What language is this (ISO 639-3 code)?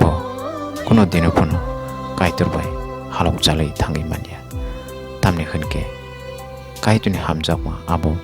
trp